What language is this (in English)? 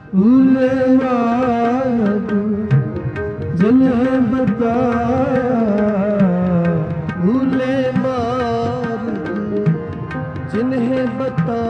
Punjabi